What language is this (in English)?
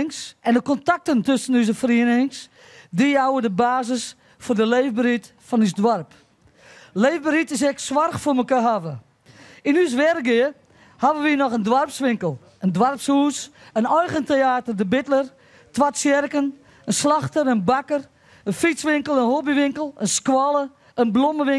Western Frisian